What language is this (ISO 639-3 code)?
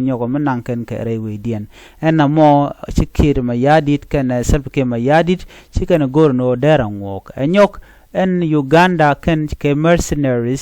nus